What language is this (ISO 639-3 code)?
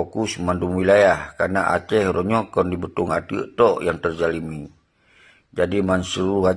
ace